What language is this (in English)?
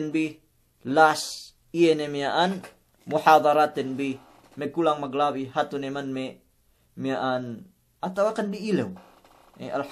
Yakan